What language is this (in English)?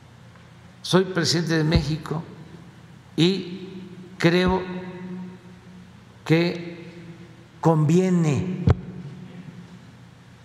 Spanish